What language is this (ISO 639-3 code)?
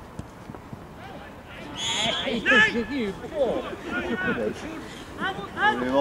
swe